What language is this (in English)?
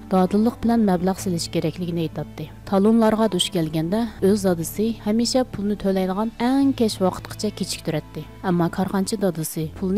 Uyghur